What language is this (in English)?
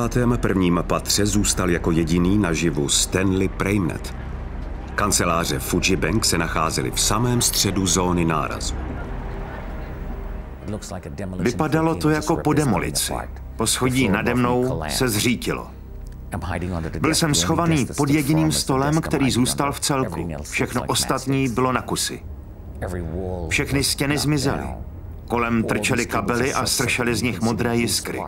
Czech